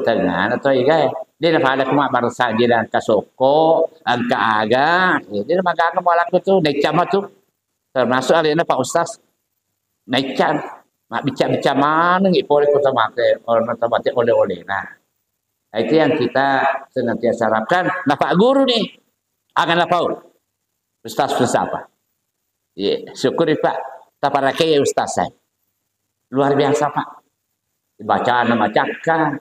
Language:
Buginese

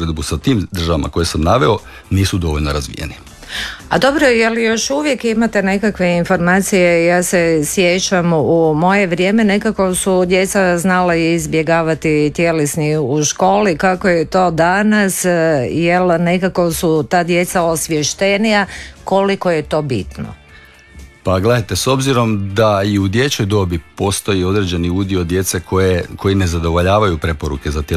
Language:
Croatian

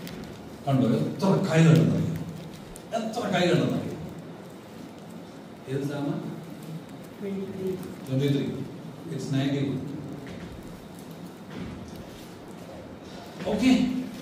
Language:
Malayalam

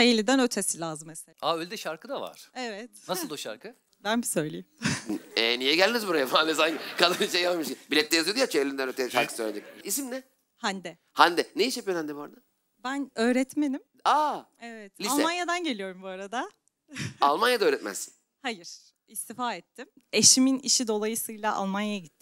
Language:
Turkish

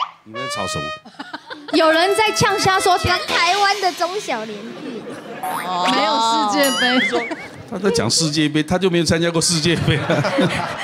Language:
Chinese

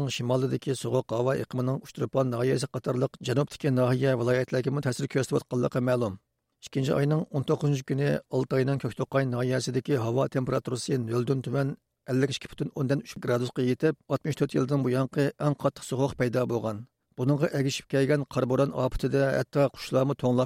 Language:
Uyghur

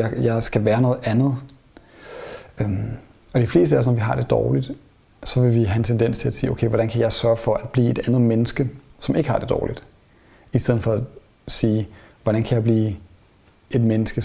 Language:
Danish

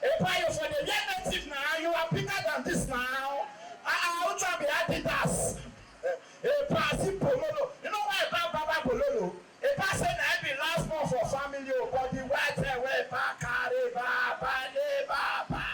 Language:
Nigerian Pidgin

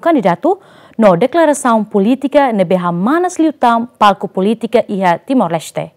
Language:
Tetum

